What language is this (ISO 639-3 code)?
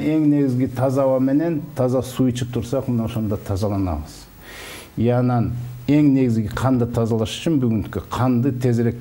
kir